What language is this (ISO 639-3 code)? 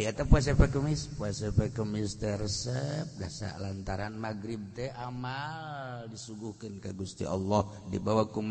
sun